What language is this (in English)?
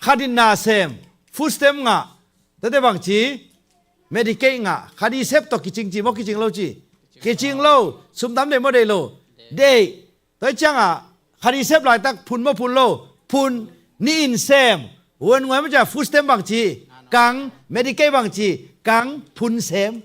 Tedim Chin